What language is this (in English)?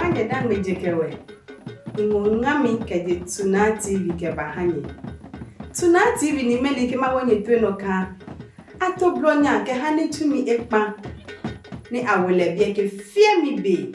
Adangme